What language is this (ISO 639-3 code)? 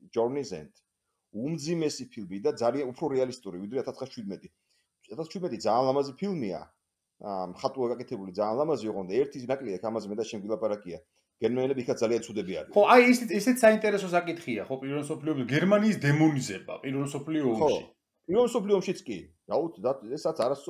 kat